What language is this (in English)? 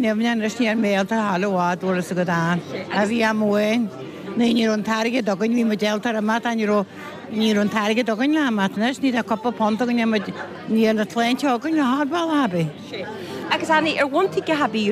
Irish